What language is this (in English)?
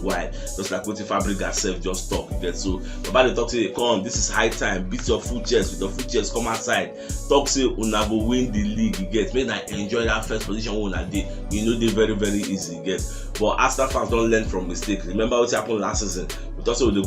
Nigerian Pidgin